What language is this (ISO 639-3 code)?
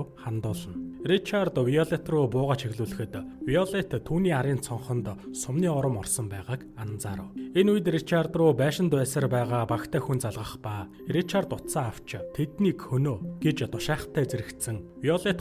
mon